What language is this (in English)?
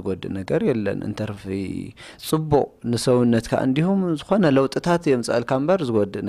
Tigrinya